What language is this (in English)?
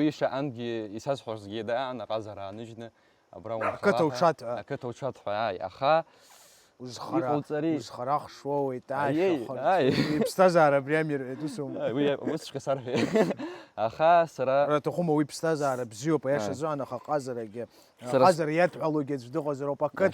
Abkhazian